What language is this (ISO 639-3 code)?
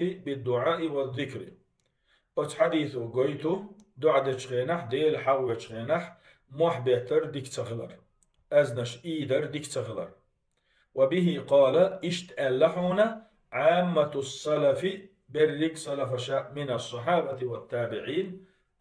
che